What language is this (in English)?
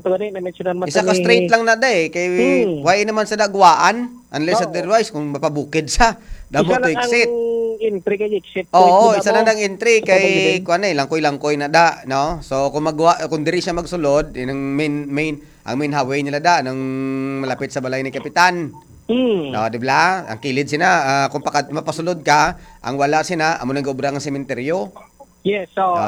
Hiligaynon